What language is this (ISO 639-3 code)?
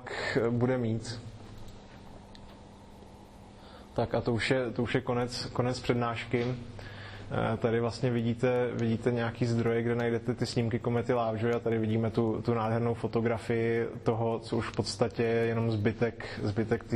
ces